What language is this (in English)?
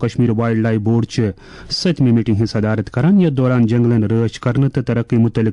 Kashmiri